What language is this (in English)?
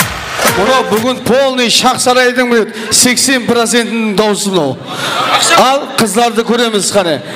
Kara-Kalpak